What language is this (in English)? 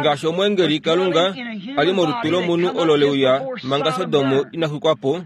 Kuanyama